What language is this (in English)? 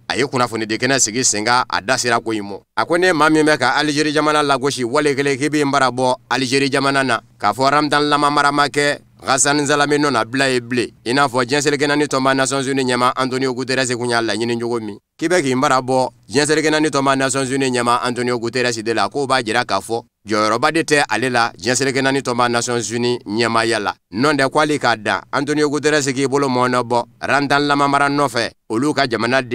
Bambara